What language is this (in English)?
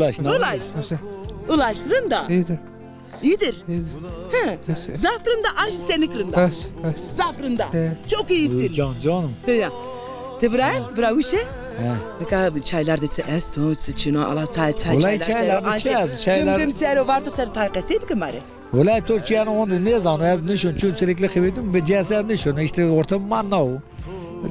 Zaza